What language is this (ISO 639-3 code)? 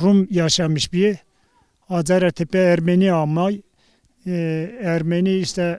zza